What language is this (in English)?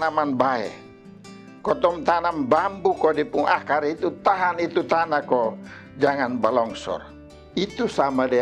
Kupang Malay